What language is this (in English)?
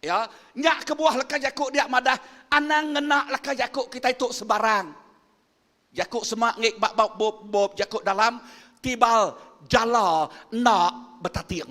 Iban